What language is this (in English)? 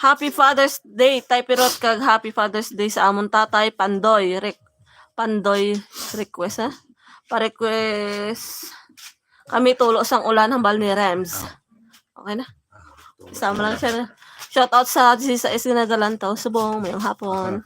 Hiligaynon